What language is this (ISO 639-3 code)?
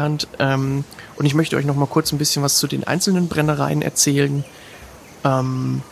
deu